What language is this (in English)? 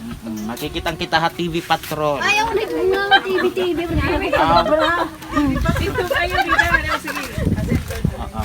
Waray